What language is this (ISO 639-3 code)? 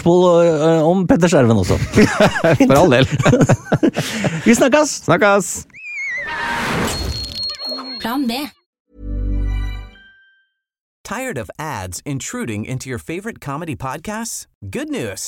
nor